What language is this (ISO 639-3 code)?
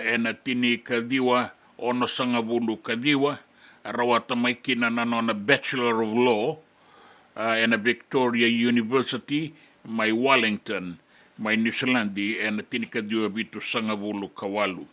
fij